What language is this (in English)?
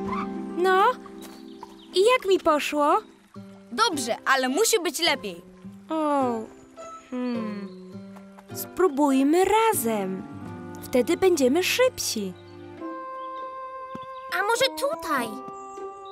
Polish